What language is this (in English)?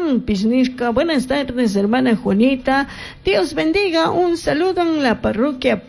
Chimborazo Highland Quichua